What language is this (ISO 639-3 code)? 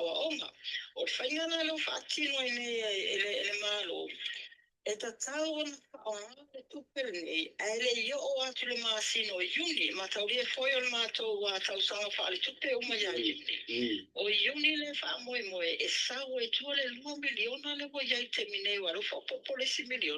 smo